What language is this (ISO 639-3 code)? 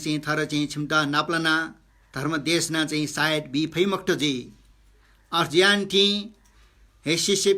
new